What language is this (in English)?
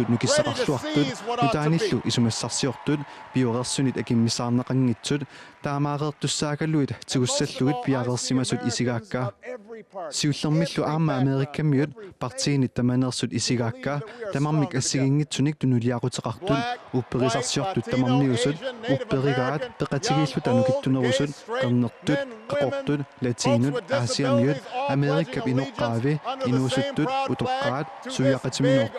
Kalaallisut